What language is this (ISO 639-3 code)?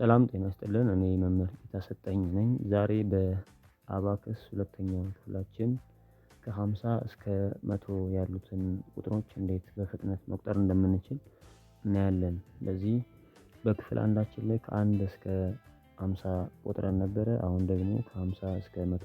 amh